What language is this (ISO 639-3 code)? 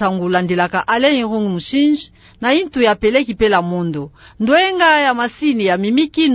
ktu